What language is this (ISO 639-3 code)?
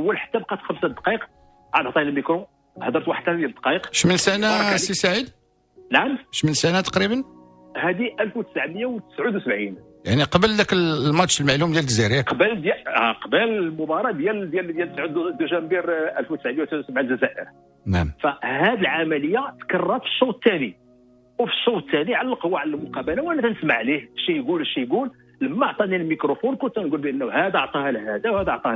ary